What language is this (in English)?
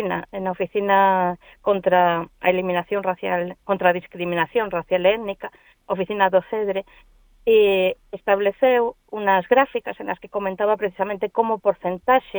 Galician